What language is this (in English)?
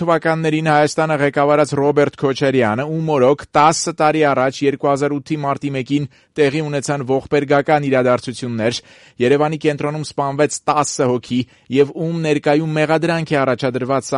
Armenian